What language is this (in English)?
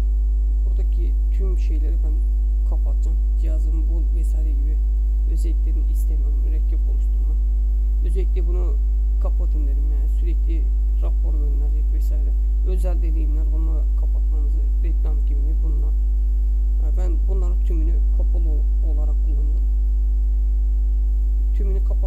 Turkish